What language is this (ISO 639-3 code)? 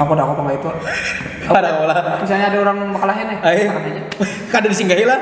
bjn